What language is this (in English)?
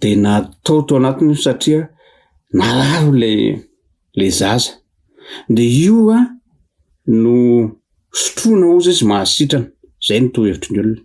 Malagasy